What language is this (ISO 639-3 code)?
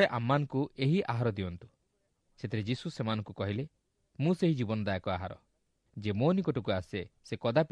ori